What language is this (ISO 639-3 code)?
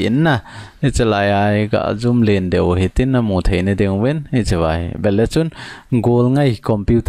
tcz